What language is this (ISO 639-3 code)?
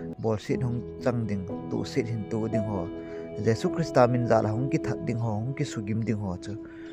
tcz